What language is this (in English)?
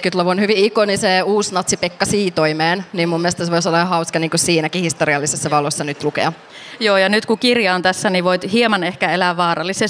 Finnish